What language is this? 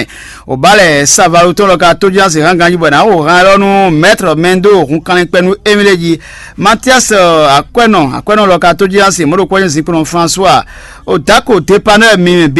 Fon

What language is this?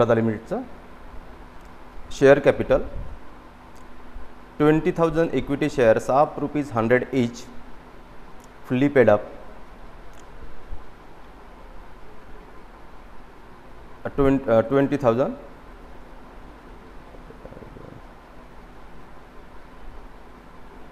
Marathi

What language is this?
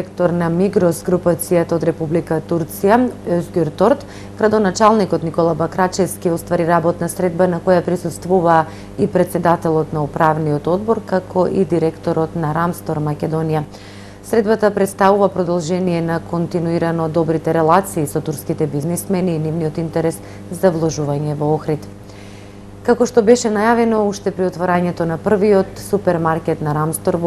Macedonian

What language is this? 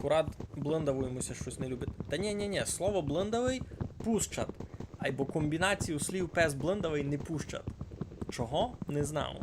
Rusyn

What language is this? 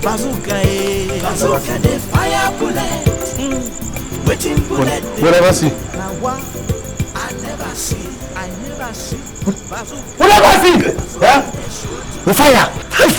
Nigerian Pidgin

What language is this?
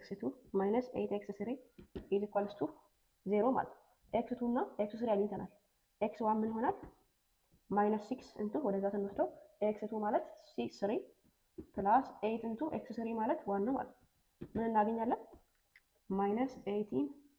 Amharic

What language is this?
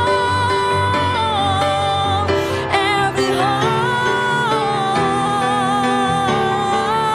Japanese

